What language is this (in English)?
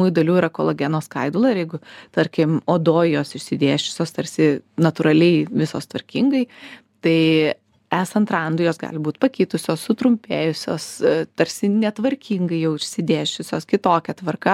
Lithuanian